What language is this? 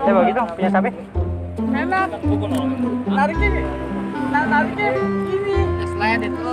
Betawi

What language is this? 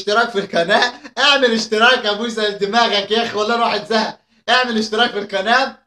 Egyptian Arabic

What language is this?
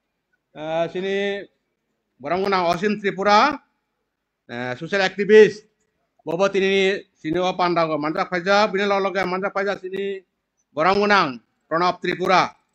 Kok Borok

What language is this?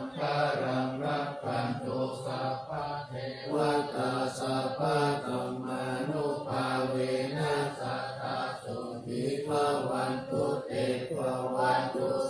Pali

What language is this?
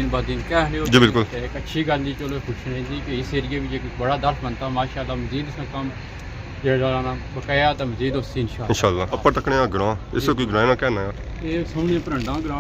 Pahari-Potwari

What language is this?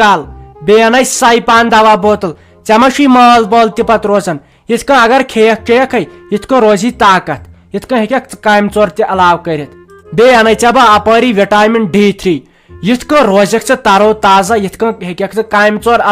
Kashmiri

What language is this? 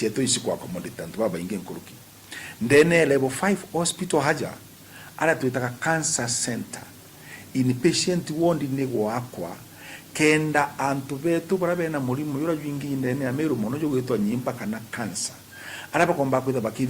Meru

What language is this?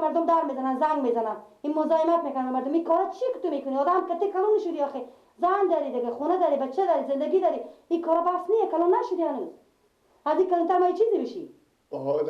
Persian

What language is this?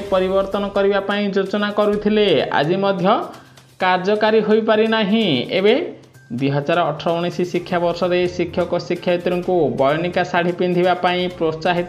Odia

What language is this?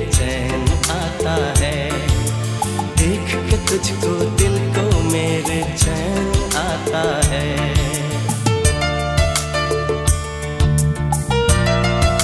Hindi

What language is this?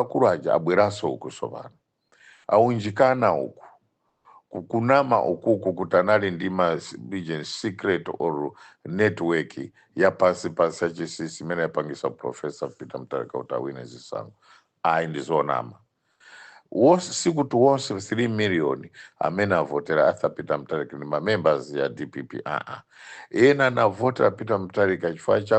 Nyanja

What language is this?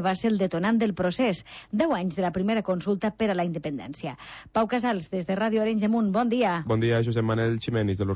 Catalan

